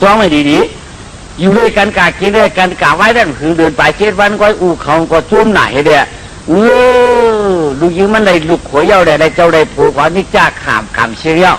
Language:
Shan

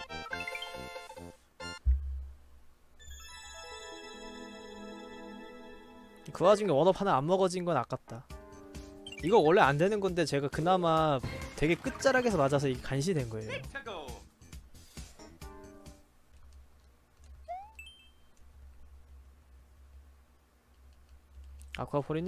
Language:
Korean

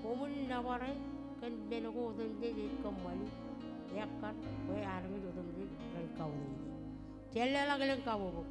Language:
Marshallese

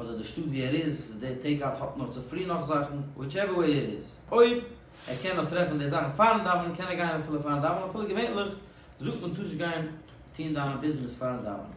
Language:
Yiddish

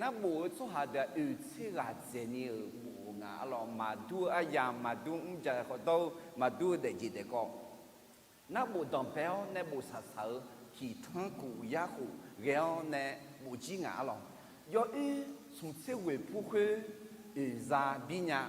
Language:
Akha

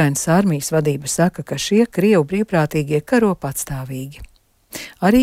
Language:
Latvian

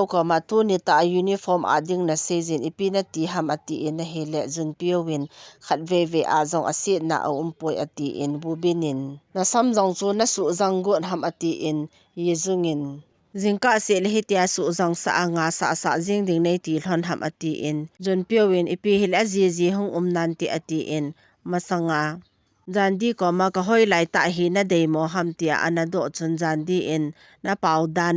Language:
Thado Chin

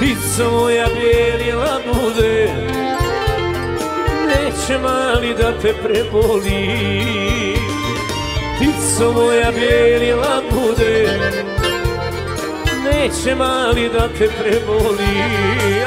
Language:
Serbian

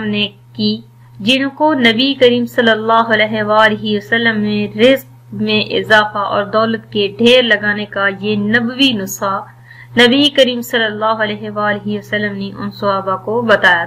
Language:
Urdu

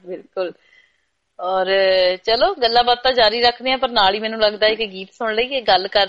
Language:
Punjabi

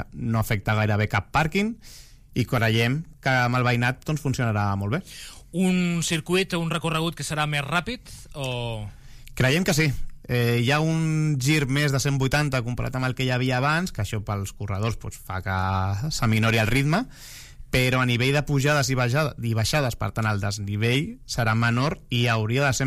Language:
Catalan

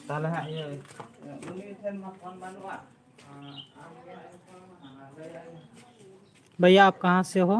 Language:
Santali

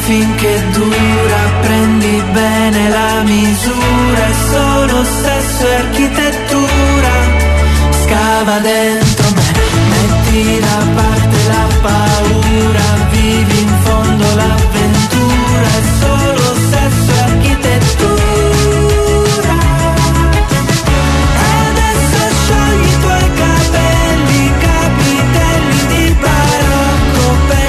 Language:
Italian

